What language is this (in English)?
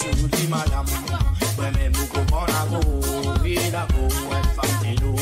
Morisyen